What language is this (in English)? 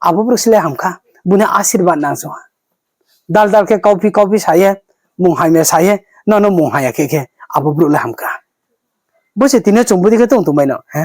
Riang (India)